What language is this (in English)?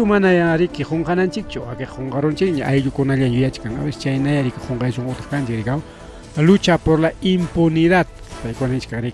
Ayacucho Quechua